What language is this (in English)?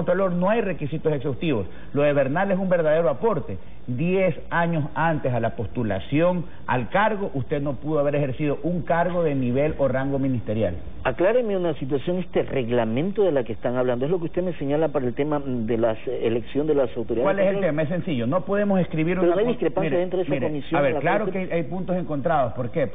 Spanish